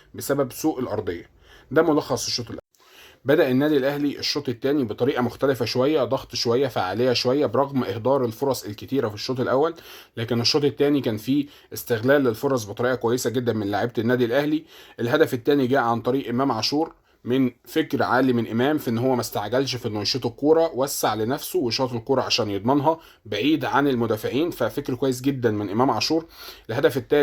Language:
Egyptian Arabic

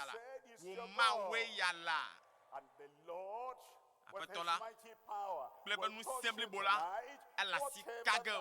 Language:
Ewe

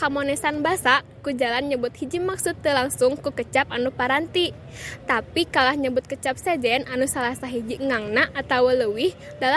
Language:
Sundanese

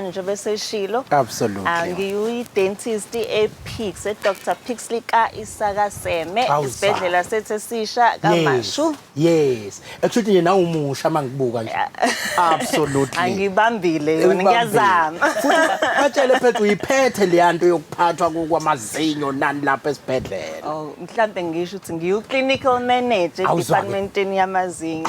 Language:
Zulu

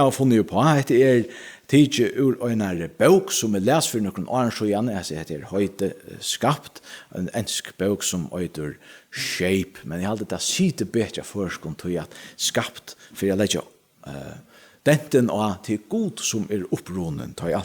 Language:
Faroese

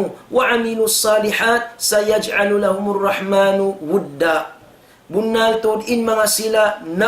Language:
Tausug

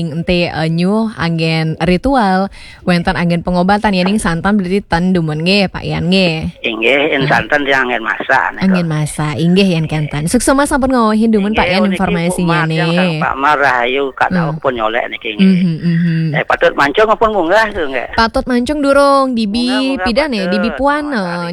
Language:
Balinese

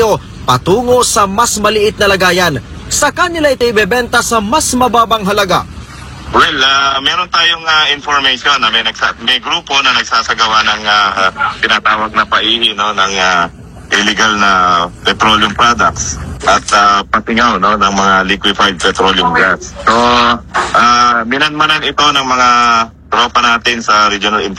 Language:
Filipino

